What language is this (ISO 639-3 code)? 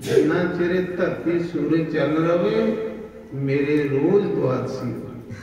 doi